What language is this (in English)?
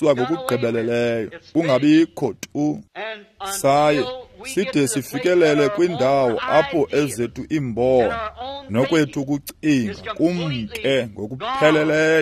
Xhosa